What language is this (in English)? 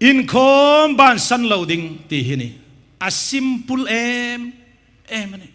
Hmar